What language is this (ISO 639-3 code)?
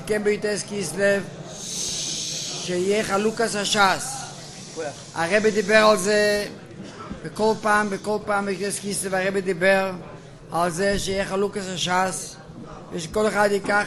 heb